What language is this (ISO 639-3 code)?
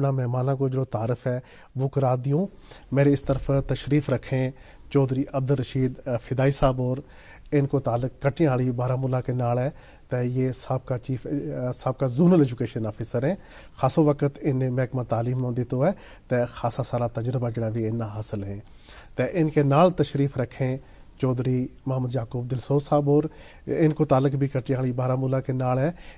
gju